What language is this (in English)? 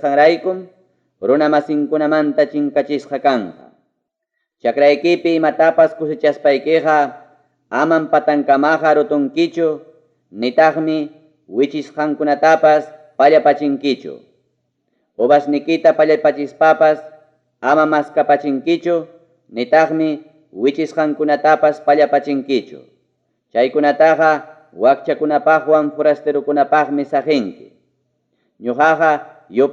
Ayacucho Quechua